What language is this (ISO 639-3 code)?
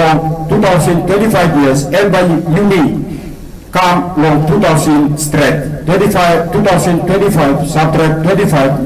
tpi